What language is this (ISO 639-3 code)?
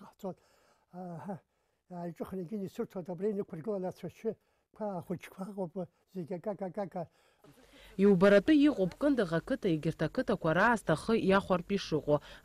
abk